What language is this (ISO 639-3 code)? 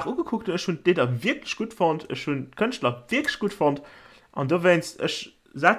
ltz